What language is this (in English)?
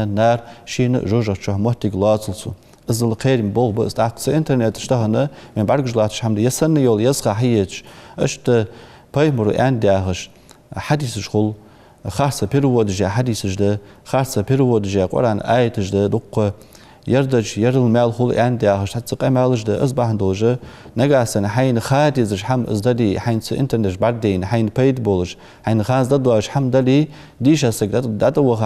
Ingush